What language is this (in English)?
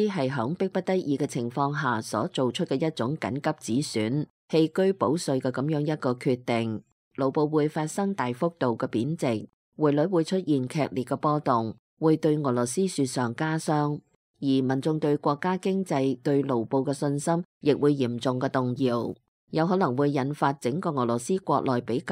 Cantonese